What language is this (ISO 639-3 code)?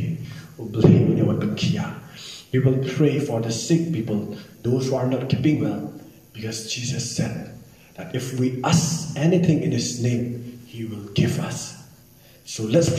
kha